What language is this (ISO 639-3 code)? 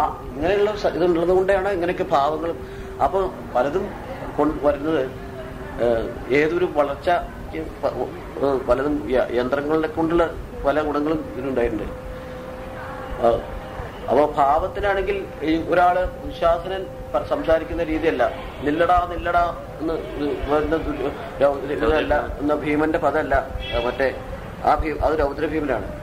mal